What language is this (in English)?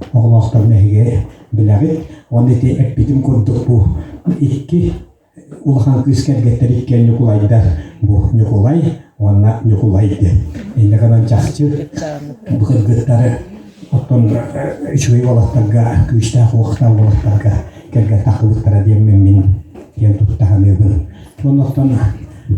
Yakut